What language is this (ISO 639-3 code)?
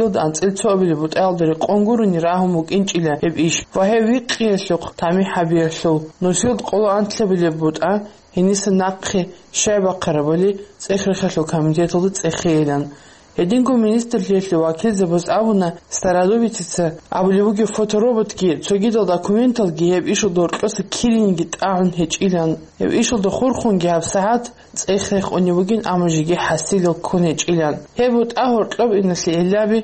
ava